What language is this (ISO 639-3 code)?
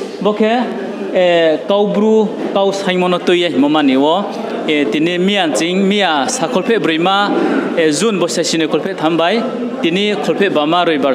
ria